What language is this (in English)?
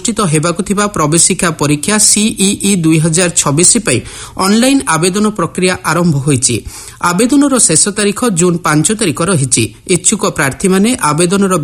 Odia